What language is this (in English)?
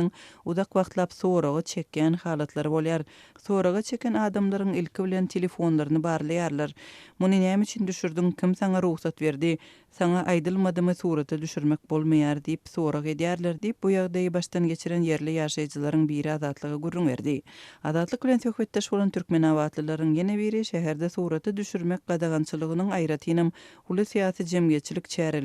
Turkmen